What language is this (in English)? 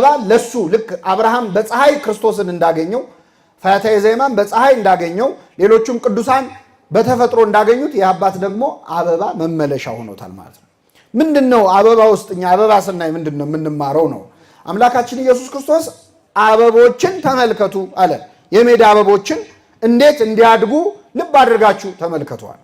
Amharic